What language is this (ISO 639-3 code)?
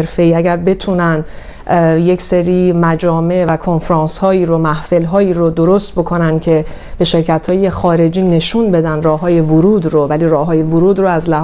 fas